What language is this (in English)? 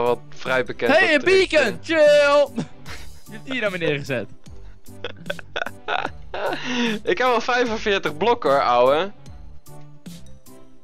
Dutch